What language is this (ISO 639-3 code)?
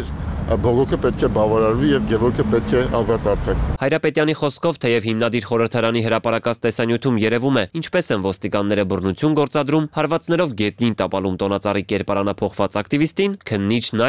hye